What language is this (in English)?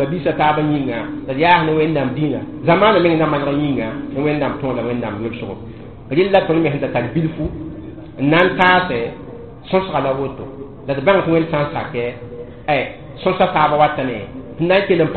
Mossi